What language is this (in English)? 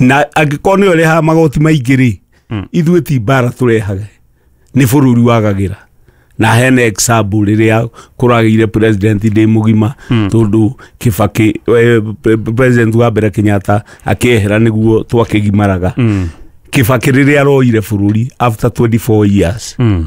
Kikuyu